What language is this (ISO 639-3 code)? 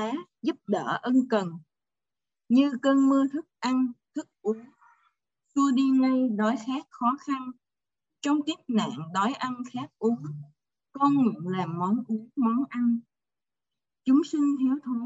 vie